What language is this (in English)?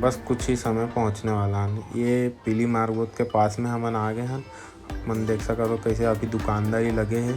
Chhattisgarhi